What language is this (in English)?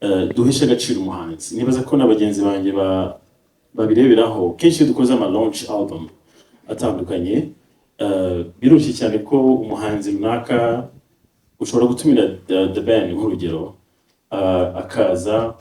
Kinyarwanda